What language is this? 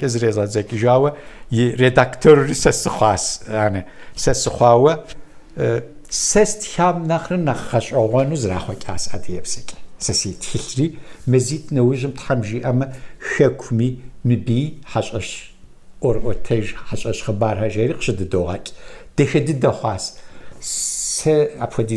Kabardian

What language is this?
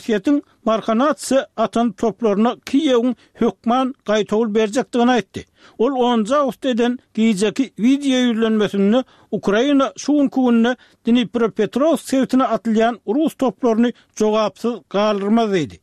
Turkmen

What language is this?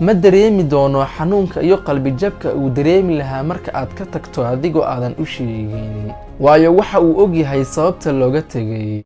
Somali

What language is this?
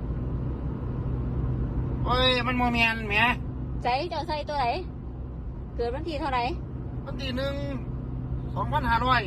Lao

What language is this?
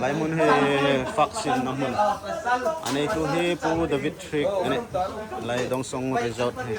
Hmar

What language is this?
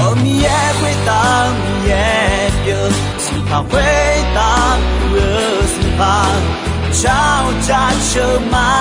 Akha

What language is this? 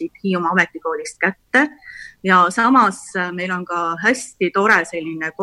Estonian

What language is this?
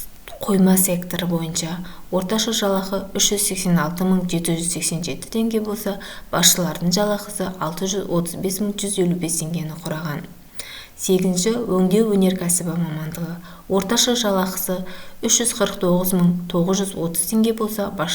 Kazakh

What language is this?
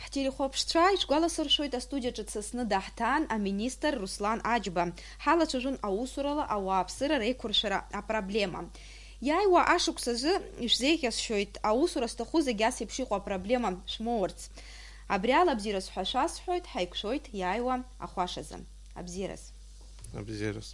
Abkhazian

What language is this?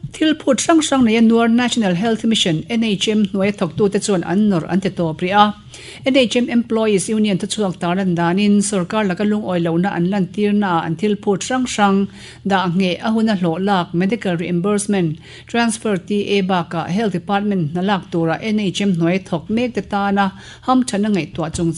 Mizo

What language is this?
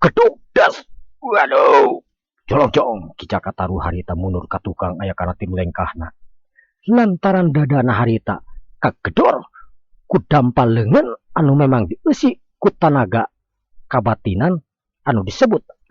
Sundanese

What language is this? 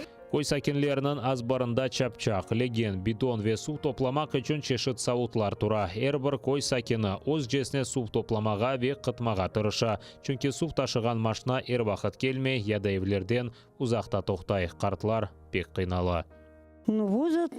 Crimean Tatar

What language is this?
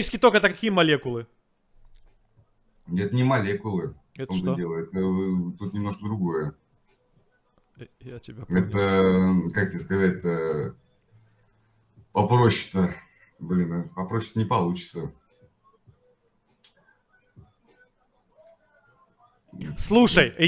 Russian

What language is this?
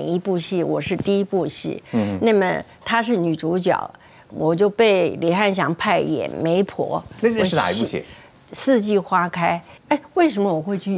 Chinese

